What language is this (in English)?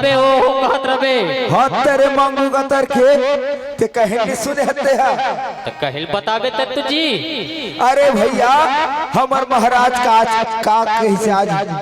Chhattisgarhi